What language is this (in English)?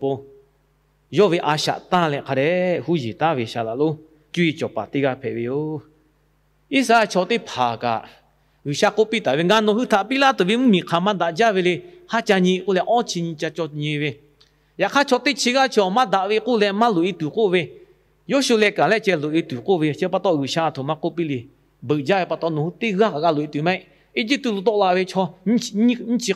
Lahu